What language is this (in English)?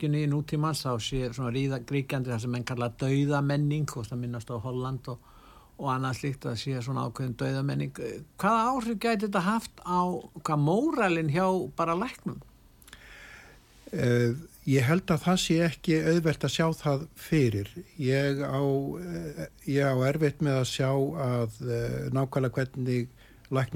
Icelandic